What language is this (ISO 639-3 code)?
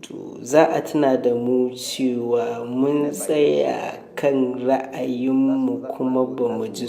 hau